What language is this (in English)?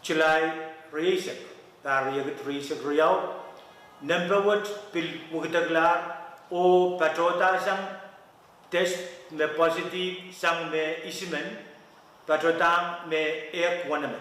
Pohnpeian